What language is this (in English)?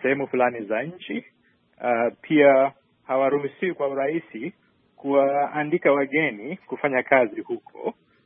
Swahili